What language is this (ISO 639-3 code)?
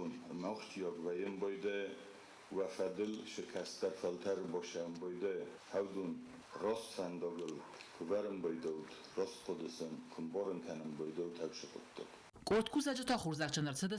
oss